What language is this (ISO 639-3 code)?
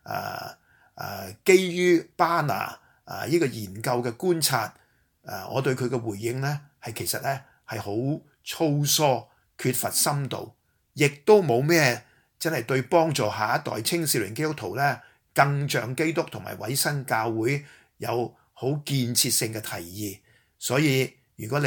yue